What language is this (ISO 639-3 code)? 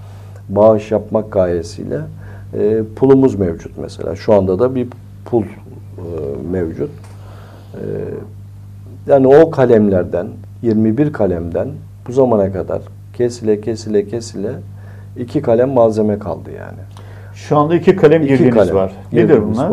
tur